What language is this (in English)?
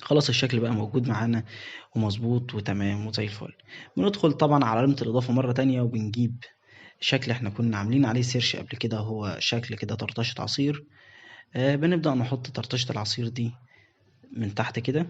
Egyptian Arabic